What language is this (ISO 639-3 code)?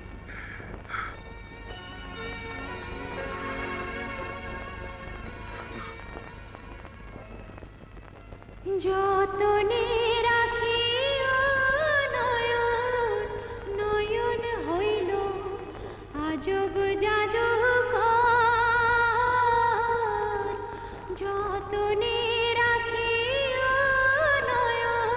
ben